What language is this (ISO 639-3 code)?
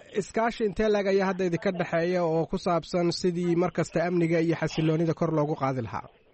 som